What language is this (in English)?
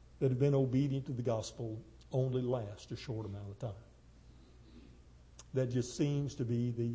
English